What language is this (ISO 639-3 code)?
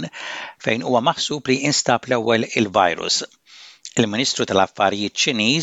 mlt